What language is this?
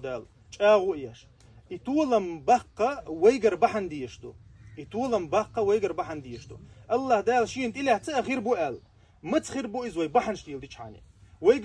Chechen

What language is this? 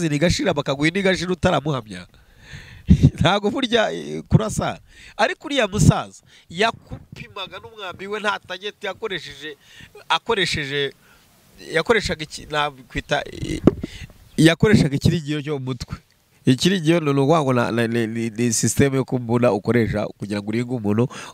Kinyarwanda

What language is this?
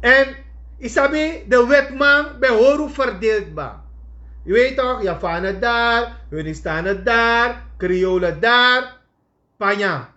Sranan Tongo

